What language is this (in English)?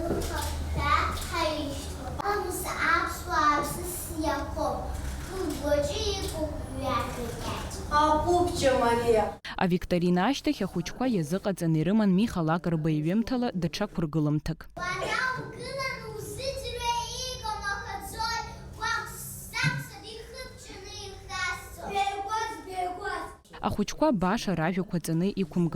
Abkhazian